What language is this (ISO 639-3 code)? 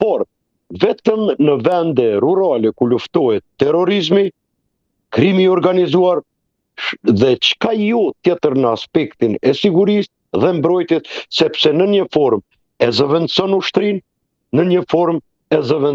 sqi